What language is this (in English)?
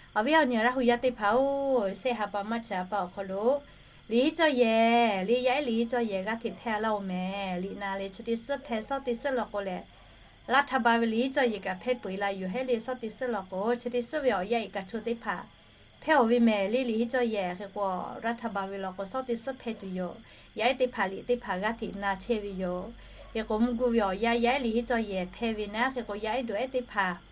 Lahu